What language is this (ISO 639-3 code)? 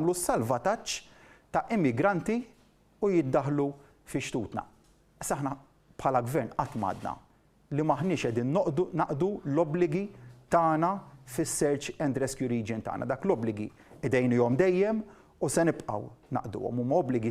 mlt